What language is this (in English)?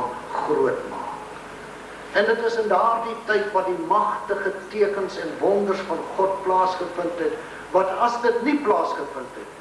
Afrikaans